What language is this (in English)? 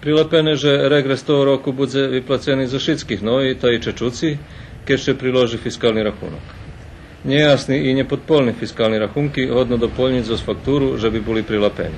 Rusyn